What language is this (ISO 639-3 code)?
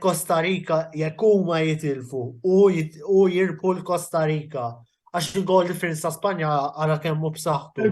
mlt